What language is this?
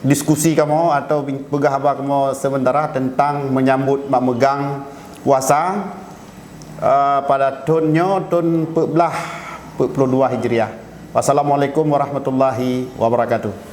Achinese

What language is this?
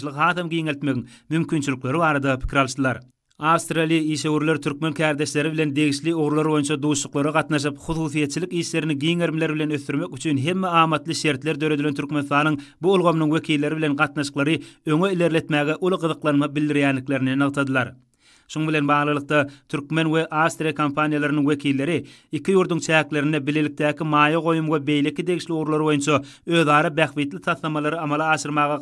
Turkmen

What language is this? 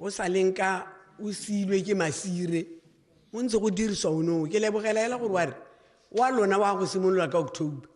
Tswana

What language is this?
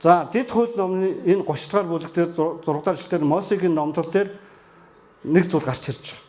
Mongolian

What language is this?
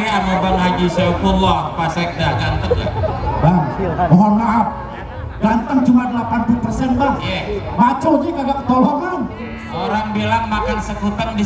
Betawi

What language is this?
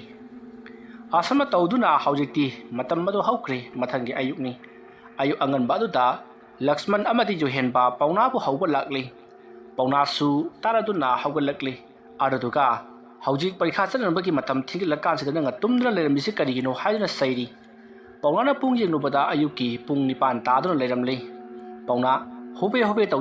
Manipuri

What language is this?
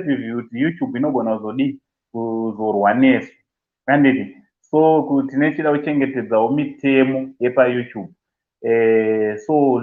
Shona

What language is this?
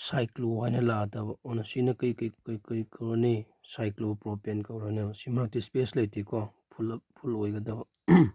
Manipuri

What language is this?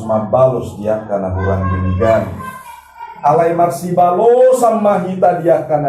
Batak Toba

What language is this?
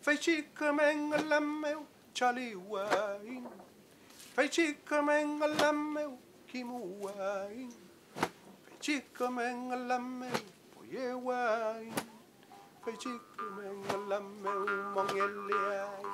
Mapuche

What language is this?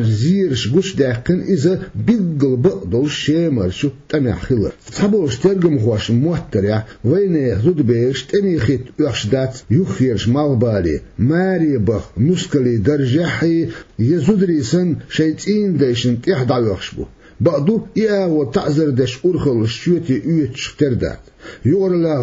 Chechen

